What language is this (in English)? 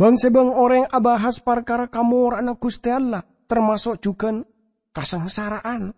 Madurese